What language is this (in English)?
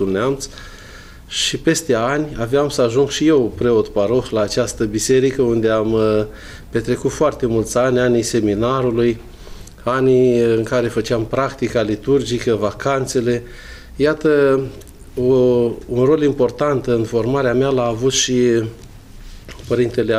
Romanian